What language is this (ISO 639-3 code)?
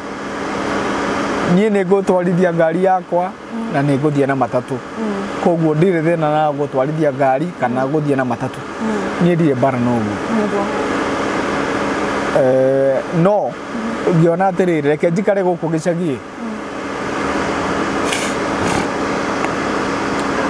kik